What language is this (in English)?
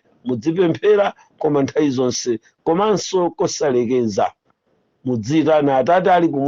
Nyanja